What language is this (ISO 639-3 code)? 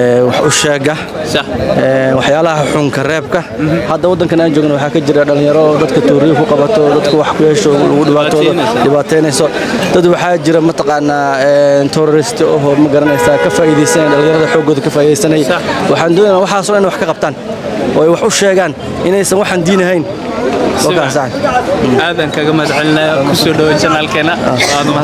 som